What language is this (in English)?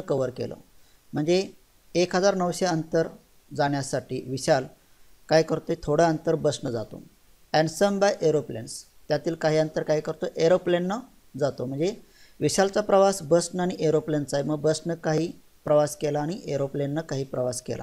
Marathi